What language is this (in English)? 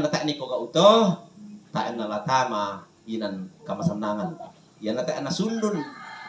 Toraja-Sa'dan